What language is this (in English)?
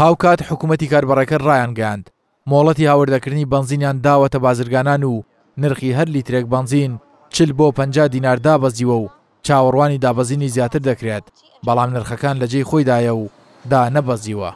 Central Kurdish